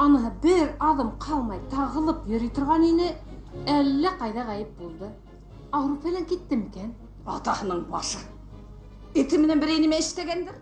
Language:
Bashkir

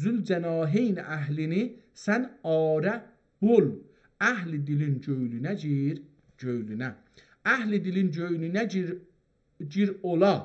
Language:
South Azerbaijani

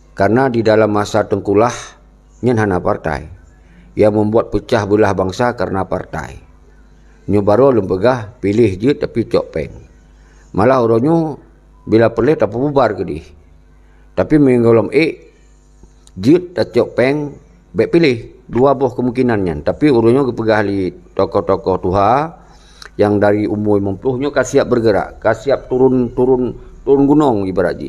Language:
Achinese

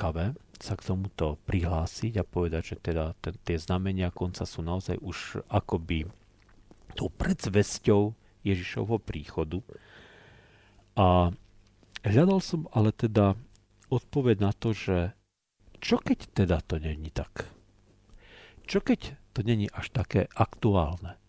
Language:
Slovak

